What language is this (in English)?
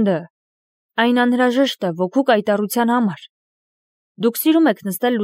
Armenian